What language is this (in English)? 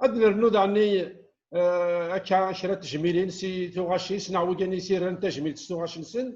Kabyle